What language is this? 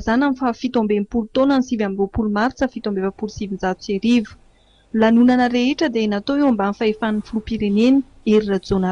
Malagasy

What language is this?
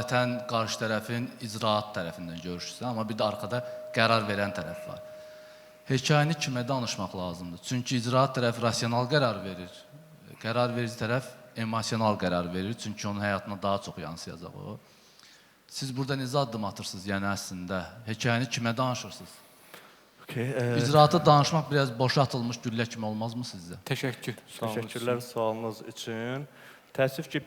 Azerbaijani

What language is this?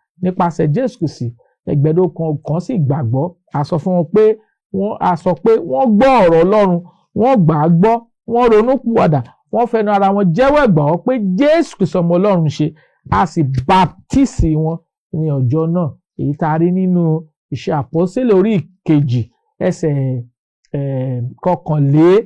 Yoruba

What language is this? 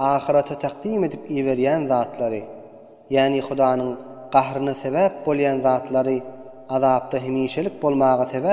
Turkmen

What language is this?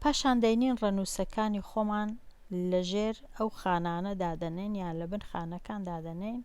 Central Kurdish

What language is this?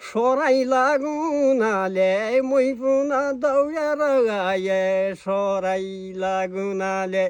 Nepali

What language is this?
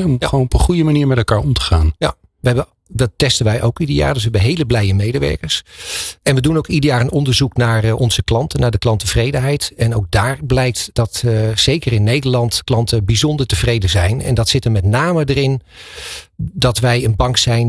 Dutch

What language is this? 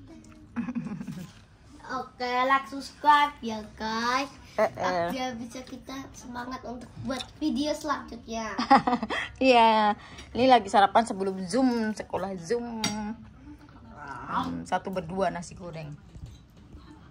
Indonesian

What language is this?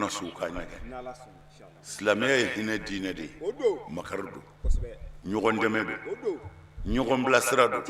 Bambara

